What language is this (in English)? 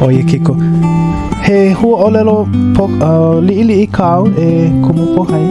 Hawaiian